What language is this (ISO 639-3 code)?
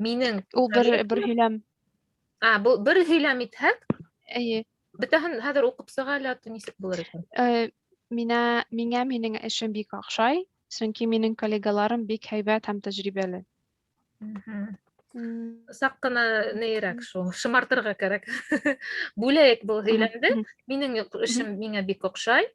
bak